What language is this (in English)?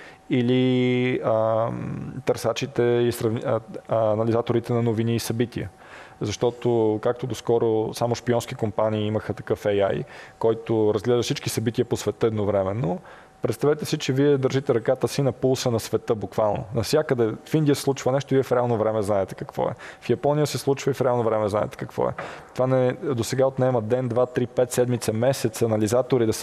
Bulgarian